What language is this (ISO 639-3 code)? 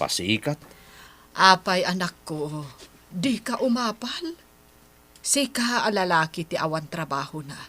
ilo